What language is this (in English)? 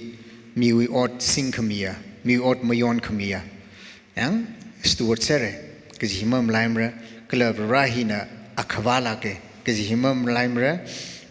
Tangkhul Naga (India)